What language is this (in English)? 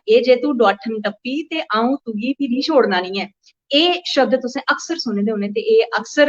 Dogri